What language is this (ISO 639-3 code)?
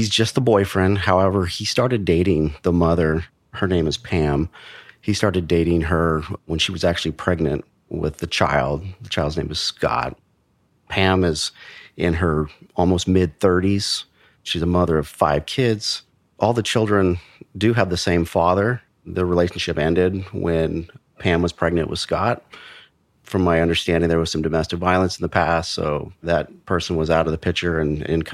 eng